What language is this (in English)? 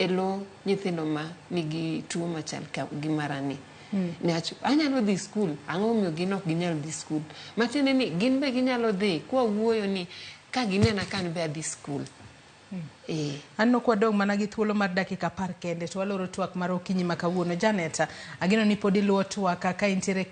Luo (Kenya and Tanzania)